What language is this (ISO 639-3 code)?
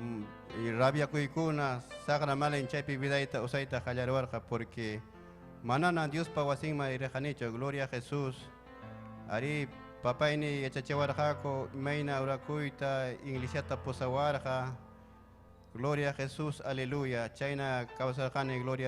quy